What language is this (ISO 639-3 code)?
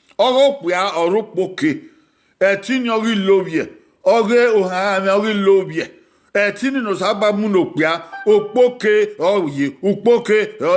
bin